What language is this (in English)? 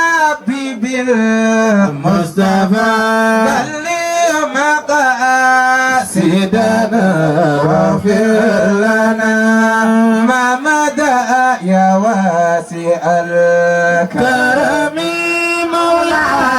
Fula